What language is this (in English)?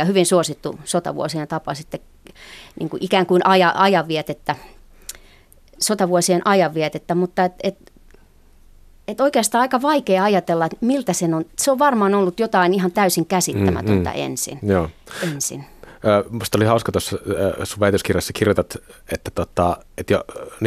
Finnish